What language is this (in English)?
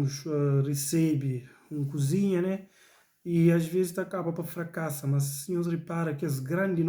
Kabuverdianu